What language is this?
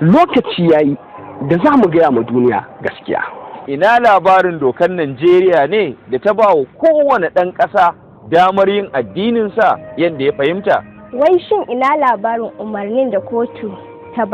Hausa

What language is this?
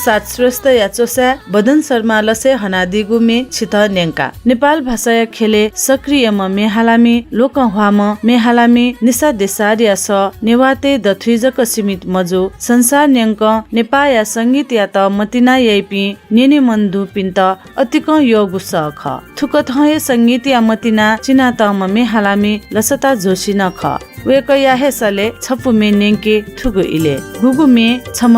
Newari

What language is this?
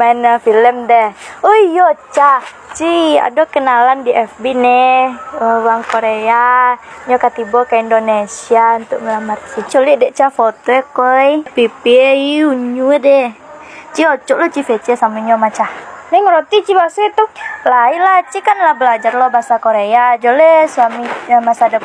Minangkabau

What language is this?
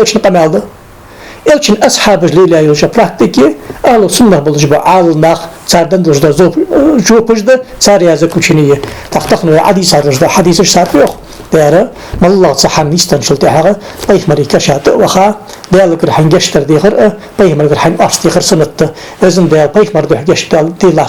Ingush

